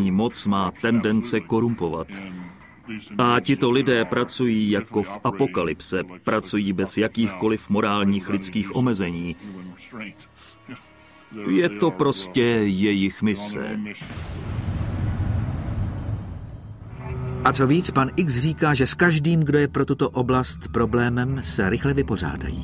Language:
Czech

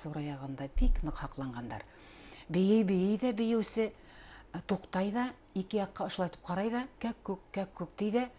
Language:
Bashkir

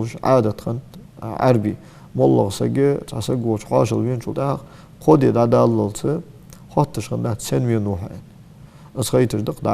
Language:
Ingush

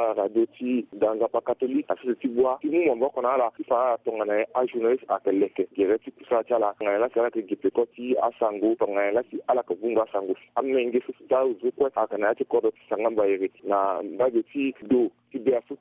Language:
Sango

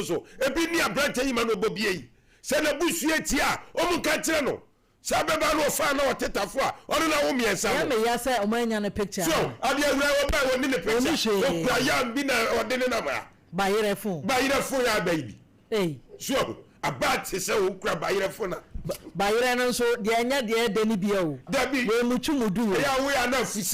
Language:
Akan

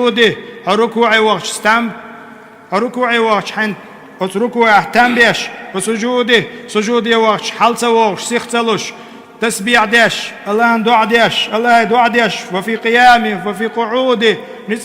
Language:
Chechen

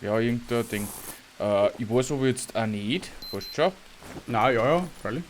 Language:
Bavarian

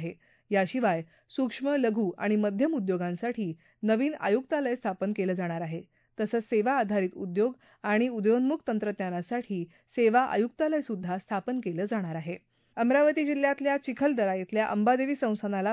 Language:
Marathi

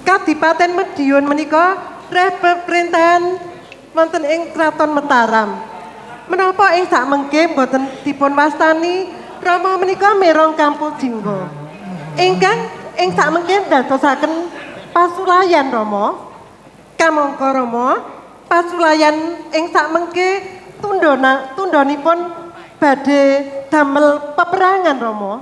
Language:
Javanese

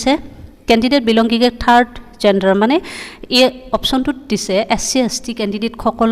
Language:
Assamese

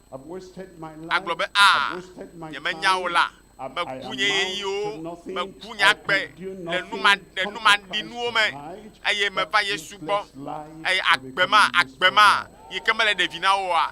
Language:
Ewe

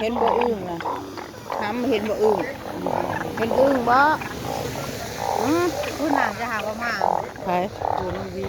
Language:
Northeastern Thai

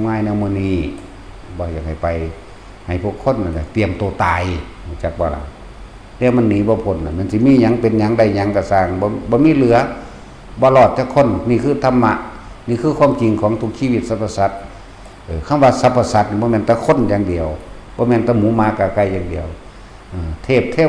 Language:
Northeastern Thai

